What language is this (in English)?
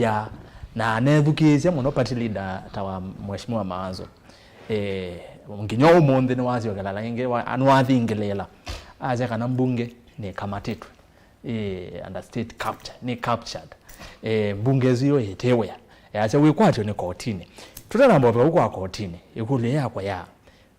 Kamba